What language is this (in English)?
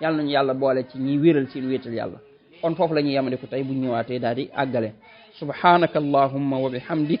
Wolof